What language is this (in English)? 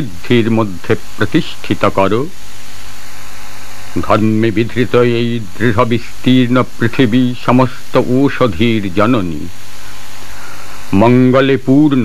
Bangla